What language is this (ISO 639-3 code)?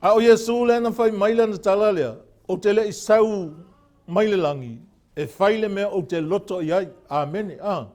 smo